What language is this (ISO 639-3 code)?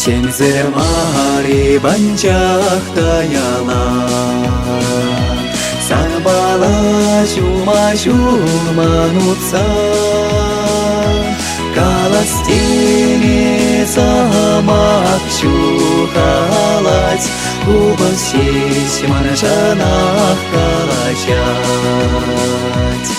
chv